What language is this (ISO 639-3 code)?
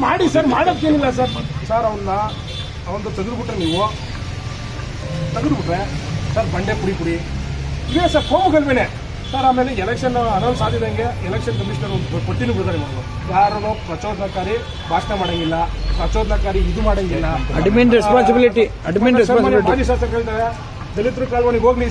kan